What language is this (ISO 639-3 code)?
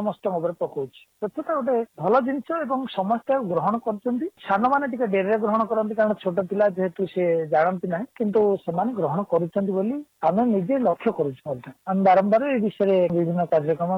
ori